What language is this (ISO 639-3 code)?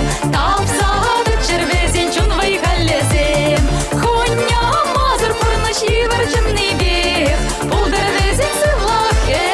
chv